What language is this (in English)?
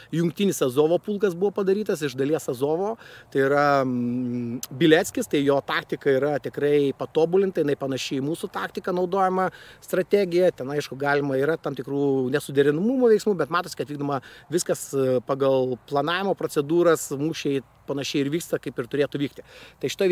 Lithuanian